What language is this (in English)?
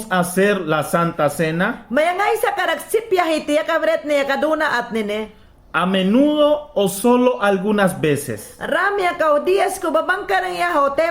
Mayangna